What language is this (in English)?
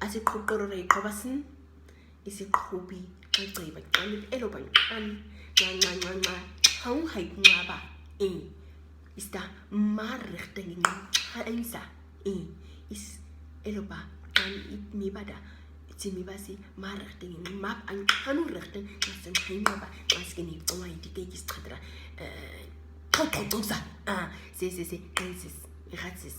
Nama